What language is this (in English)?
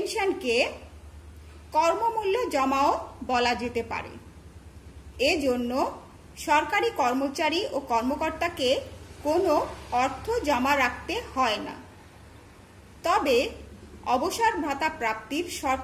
Bangla